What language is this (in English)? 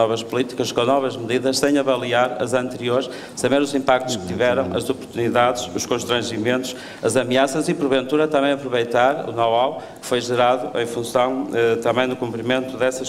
Portuguese